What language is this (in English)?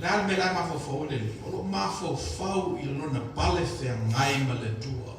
Samoan